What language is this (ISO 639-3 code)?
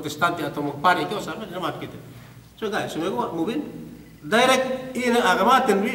yka